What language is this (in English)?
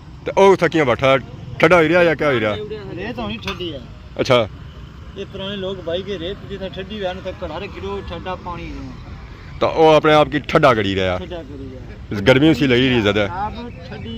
Pahari-Potwari